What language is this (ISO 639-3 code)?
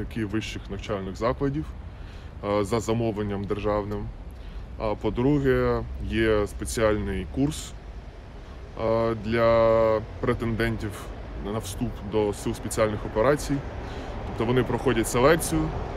ukr